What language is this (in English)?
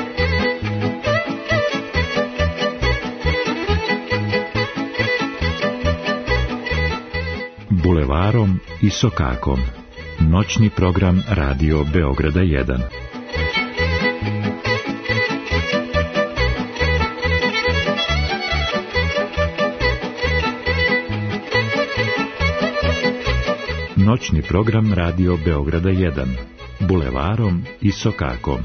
Serbian